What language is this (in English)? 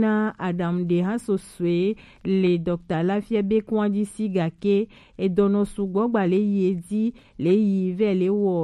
Gen